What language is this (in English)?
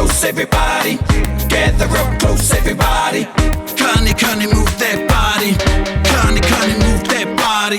Māori